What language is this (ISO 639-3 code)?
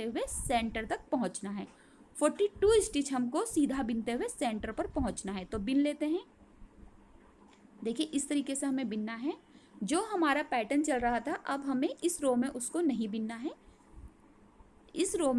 hin